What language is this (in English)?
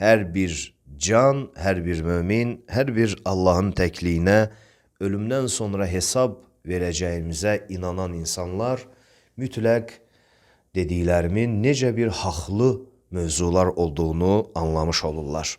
Azerbaijani